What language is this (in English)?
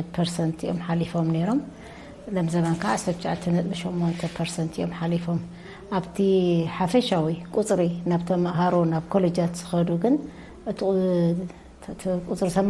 Tigrinya